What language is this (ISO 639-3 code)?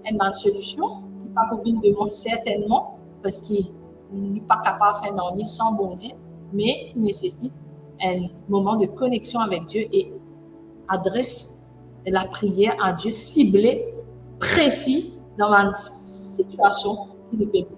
mfe